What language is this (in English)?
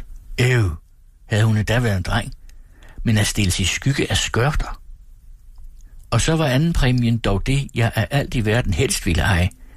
Danish